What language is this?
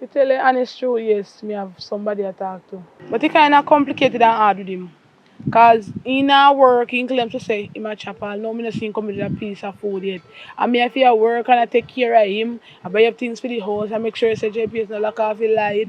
Jamaican Creole English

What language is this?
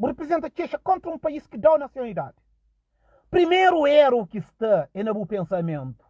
Kabuverdianu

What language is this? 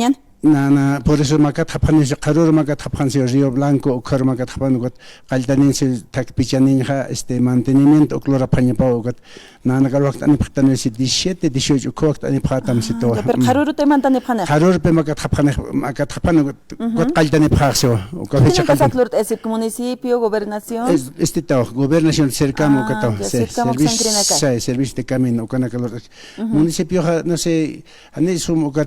Aymara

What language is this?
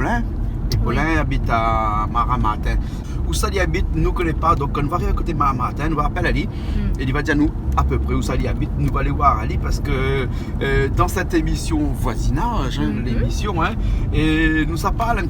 Réunion Creole French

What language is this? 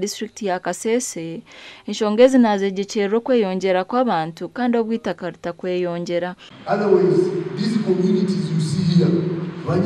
Nyankole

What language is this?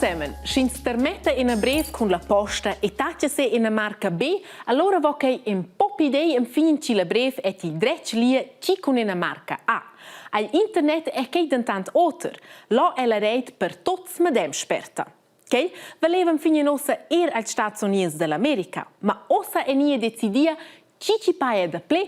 Romansh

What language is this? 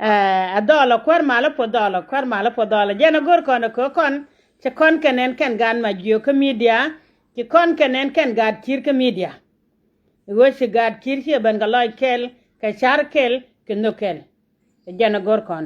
Nuer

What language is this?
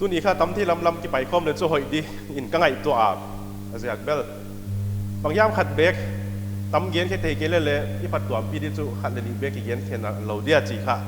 Paite Chin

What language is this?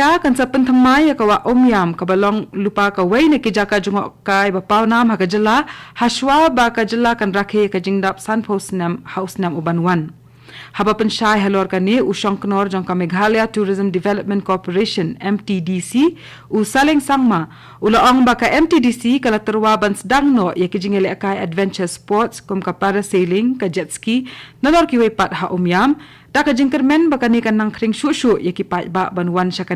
Khasi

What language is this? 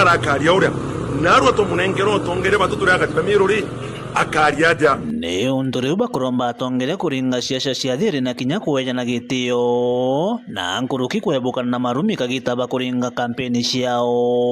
Meru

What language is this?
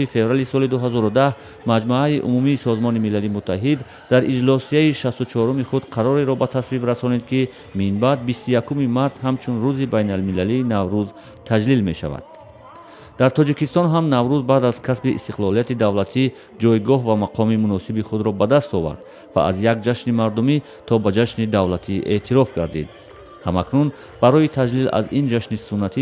Tajik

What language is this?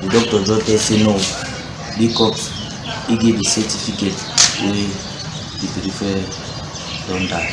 Cameroon Pidgin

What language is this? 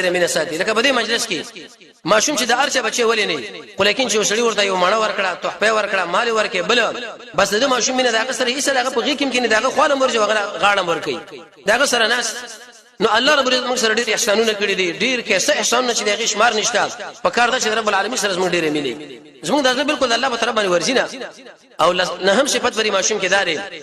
Pashto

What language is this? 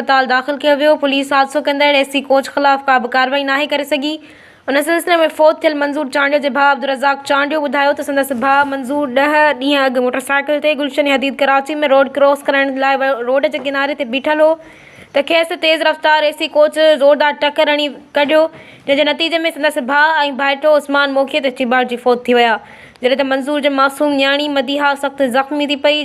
Sindhi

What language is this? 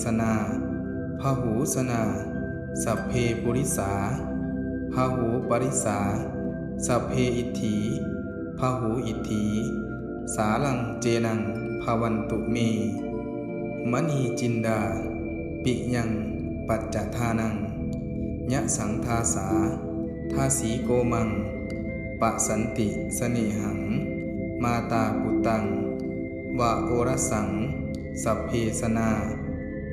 Pali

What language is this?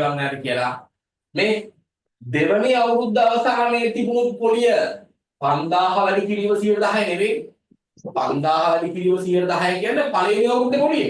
Sinhala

